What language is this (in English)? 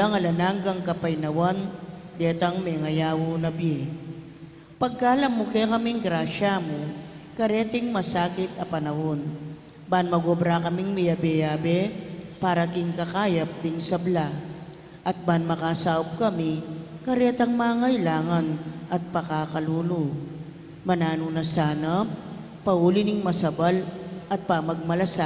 Pampanga